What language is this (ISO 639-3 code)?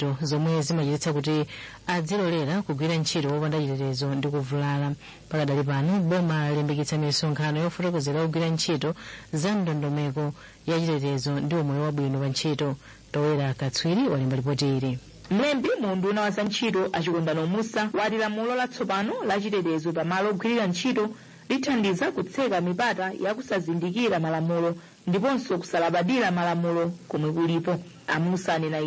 nya